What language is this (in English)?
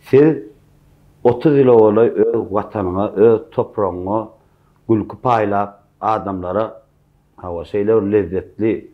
Turkmen